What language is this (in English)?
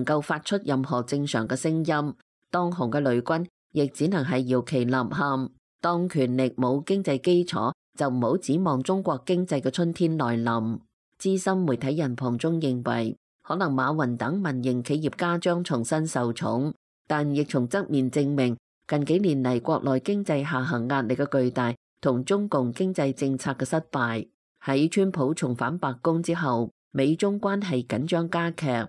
Cantonese